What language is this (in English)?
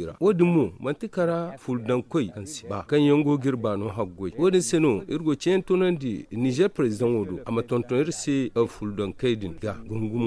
Zarma